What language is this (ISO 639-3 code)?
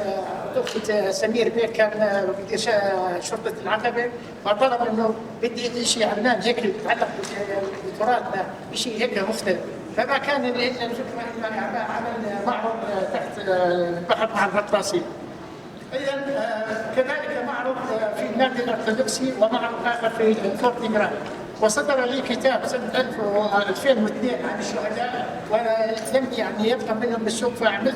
apc